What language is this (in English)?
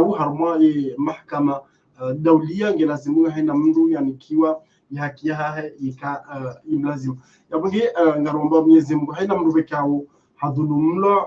Ngazidja Comorian